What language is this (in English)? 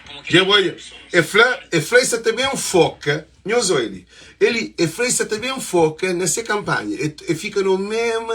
Kabuverdianu